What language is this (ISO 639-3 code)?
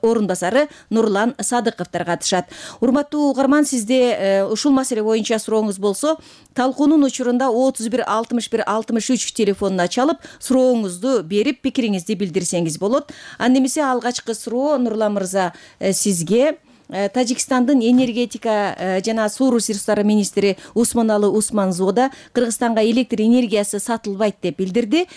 kir